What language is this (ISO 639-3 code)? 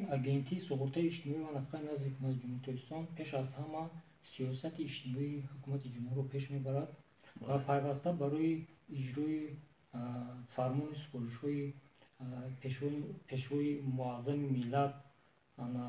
tgk